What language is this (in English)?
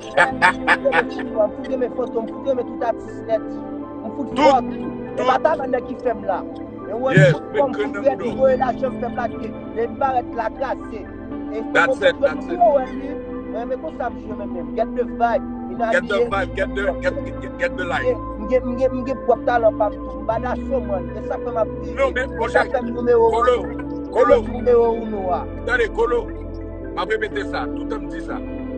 Haitian Creole